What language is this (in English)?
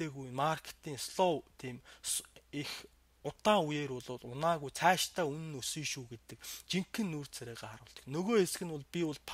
Mongolian